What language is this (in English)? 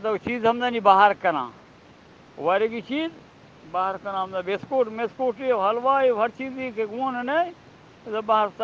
Eastern Balochi